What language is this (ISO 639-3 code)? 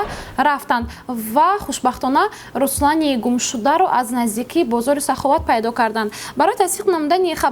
tgk